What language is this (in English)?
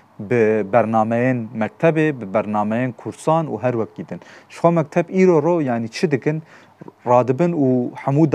Kurdish